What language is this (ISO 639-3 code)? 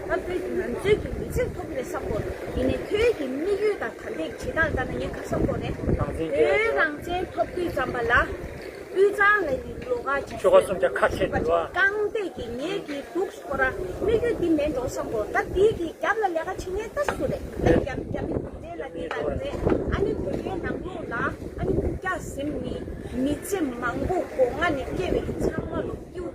bod